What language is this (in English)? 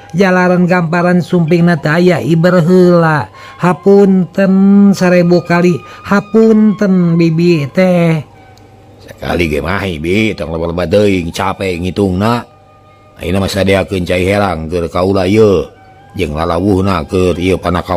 Sundanese